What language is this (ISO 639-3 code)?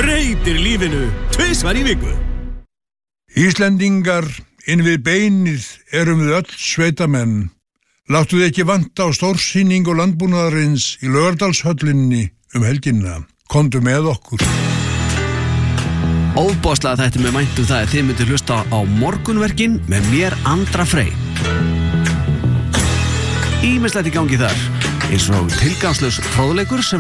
isl